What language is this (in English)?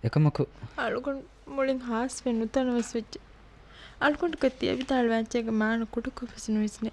Divehi